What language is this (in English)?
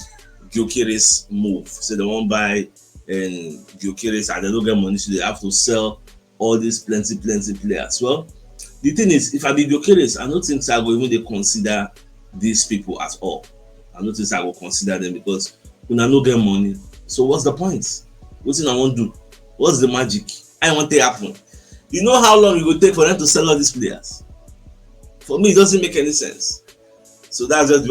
Nigerian Pidgin